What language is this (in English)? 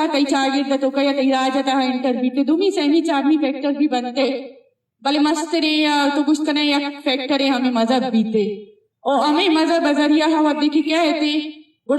Eastern Balochi